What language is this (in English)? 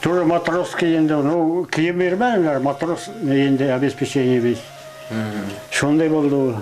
Bashkir